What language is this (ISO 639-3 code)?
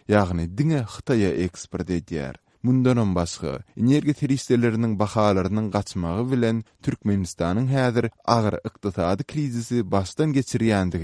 tuk